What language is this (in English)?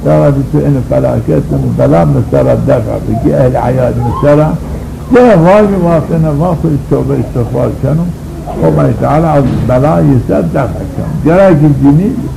Zaza